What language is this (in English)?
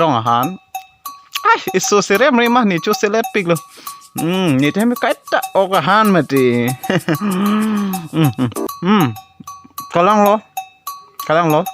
Karbi